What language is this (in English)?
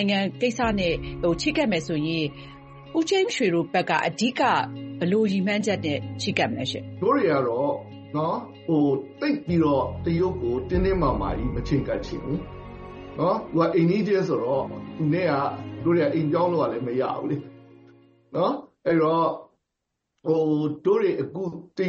Burmese